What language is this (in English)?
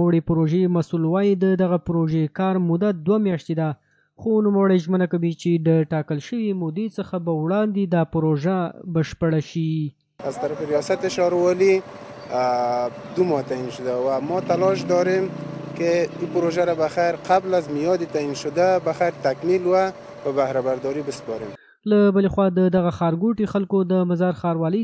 Pashto